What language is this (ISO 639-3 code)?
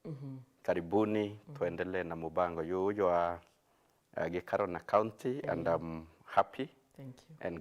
mer